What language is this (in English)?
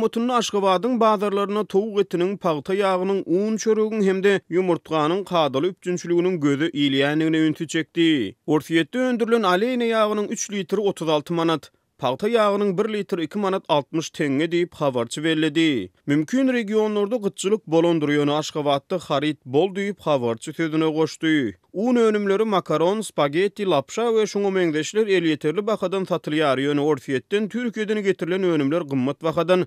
Turkmen